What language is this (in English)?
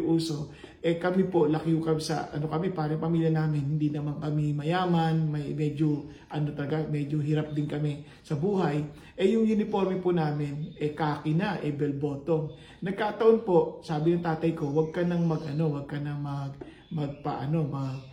Filipino